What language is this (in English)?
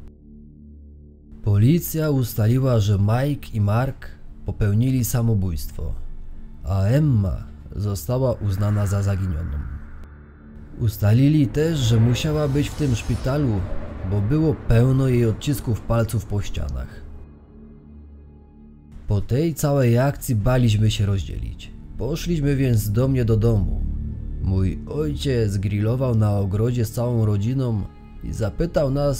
Polish